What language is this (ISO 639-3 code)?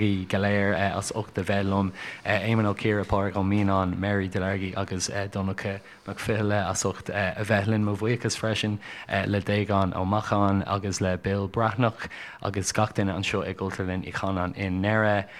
gle